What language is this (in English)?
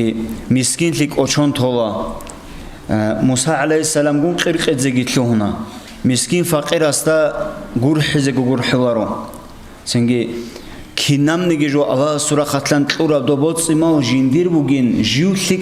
Avaric